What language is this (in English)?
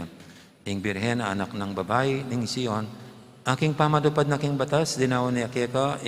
Pampanga